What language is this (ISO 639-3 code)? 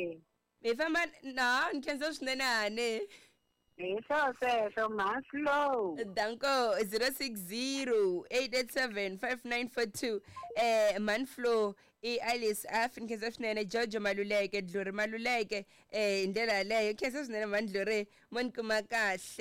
tso